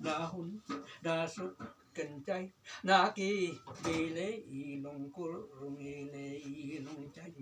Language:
Khasi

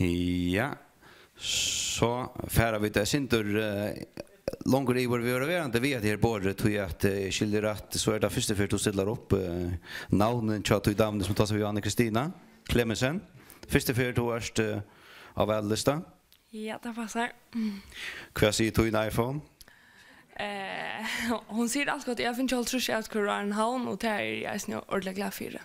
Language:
Faroese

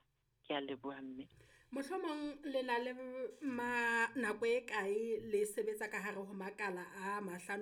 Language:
Southern Sotho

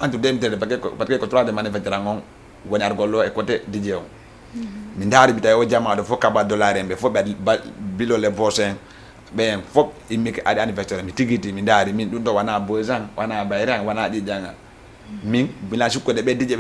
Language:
Fula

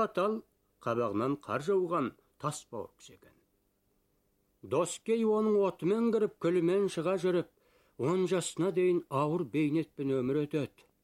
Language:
Kazakh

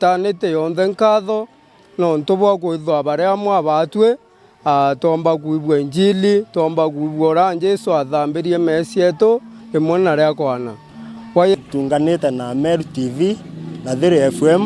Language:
Meru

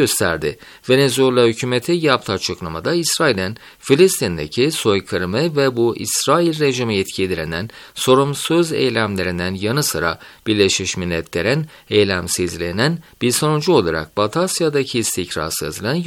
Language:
Turkish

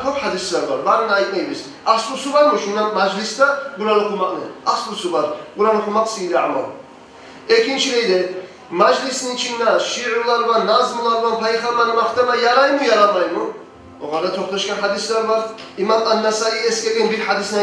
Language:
Kumyk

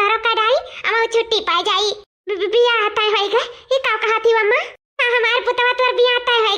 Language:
Awadhi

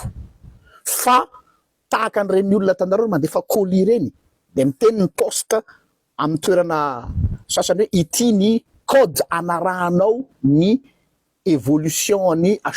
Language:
Malagasy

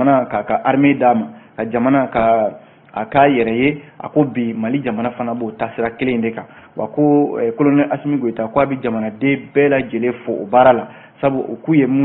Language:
Bambara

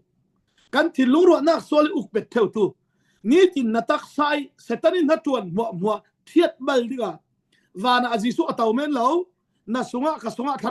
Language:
Falam Chin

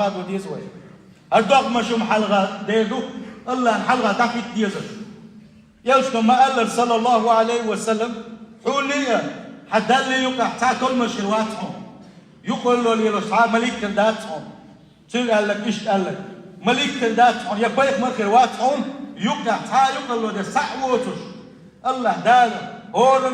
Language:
Chechen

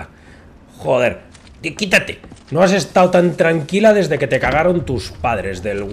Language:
Spanish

